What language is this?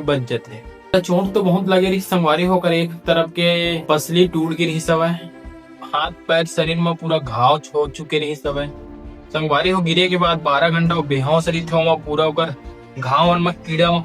Chhattisgarhi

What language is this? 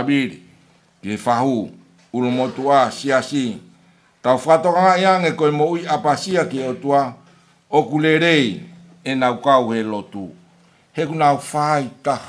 Tongan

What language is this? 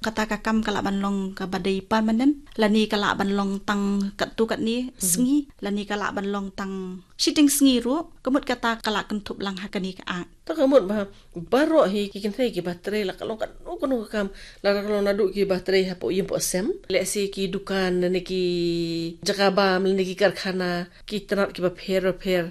Khasi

